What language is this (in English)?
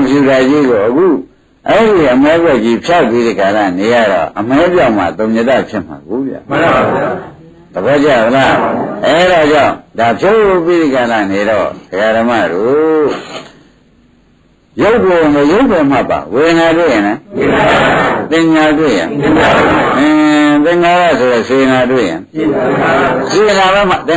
Burmese